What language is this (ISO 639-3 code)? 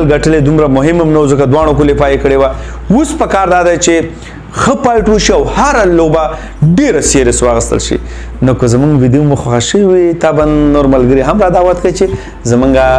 pus